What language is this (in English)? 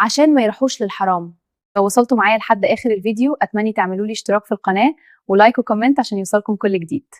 Egyptian Arabic